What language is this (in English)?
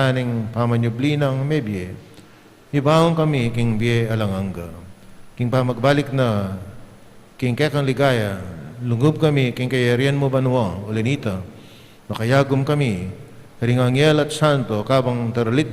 Pampanga